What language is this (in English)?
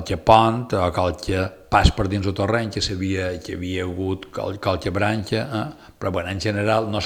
Catalan